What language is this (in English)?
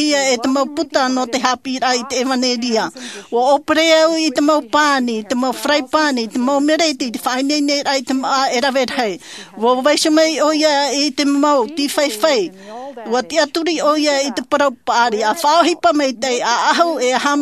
Tahitian